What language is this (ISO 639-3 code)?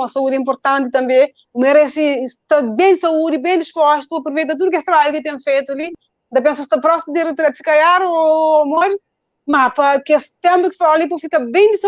kea